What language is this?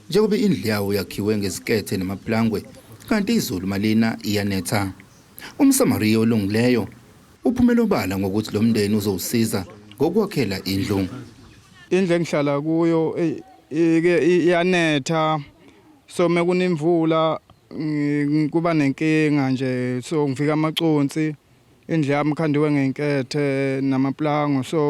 Zulu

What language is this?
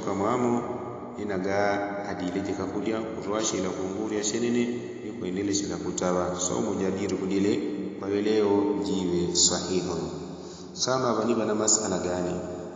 Yao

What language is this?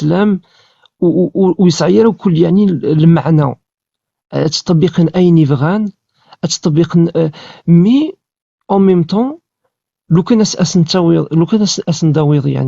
Kabyle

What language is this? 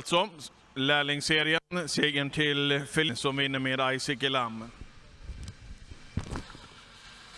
Swedish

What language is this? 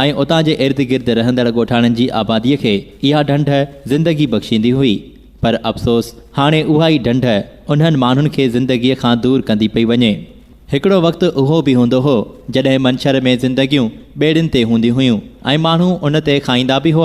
Sindhi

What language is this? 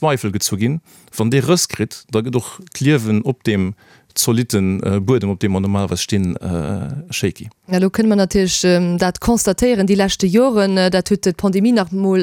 Luxembourgish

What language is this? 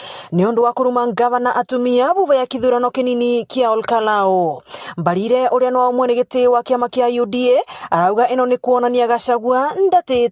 Meru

